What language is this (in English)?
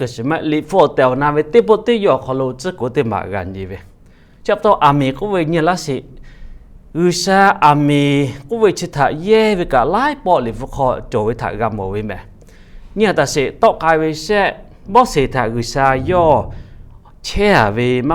Lahu